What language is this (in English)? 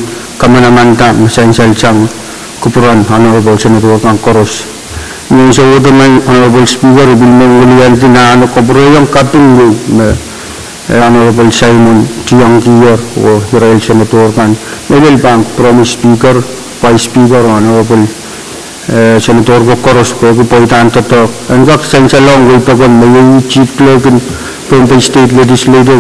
Pohnpeian